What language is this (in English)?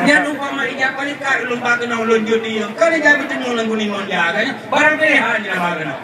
Achinese